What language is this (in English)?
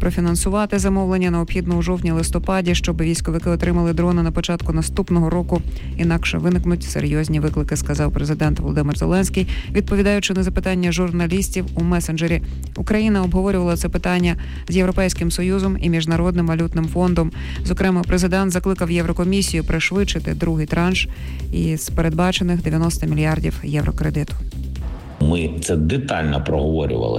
Ukrainian